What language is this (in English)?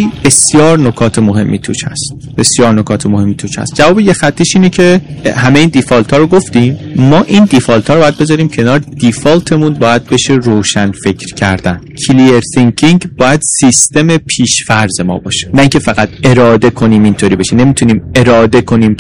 Persian